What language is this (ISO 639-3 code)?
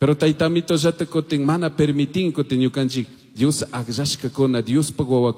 qug